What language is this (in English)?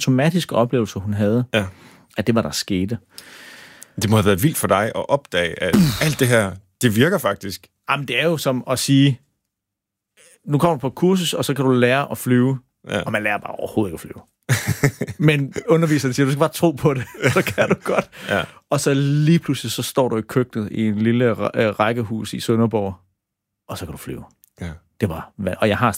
Danish